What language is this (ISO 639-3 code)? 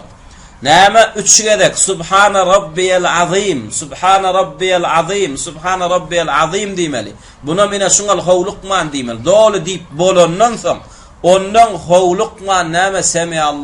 tuk